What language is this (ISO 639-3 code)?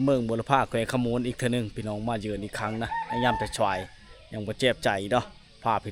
lao